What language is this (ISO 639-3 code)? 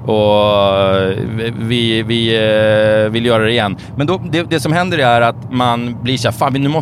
swe